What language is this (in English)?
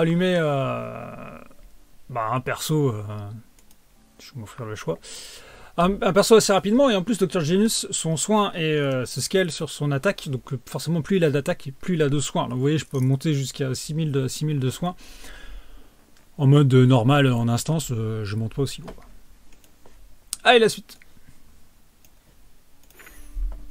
French